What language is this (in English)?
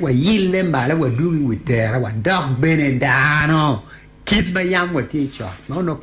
Acoli